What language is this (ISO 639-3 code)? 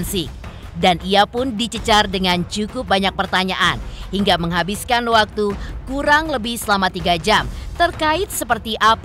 ind